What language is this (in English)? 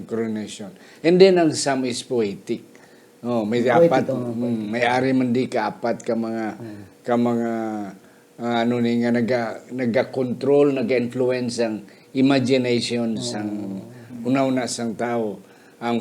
Hiligaynon